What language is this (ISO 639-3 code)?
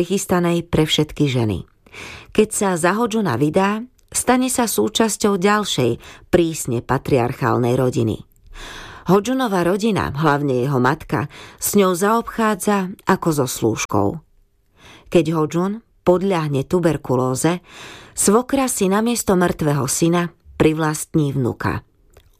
slk